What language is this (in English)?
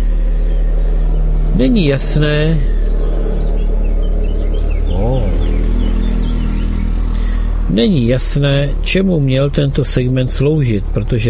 Czech